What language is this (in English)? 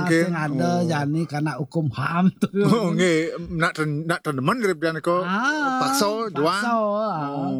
Balinese